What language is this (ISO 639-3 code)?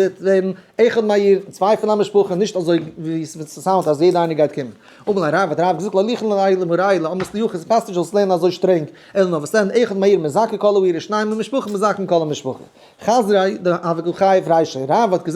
yid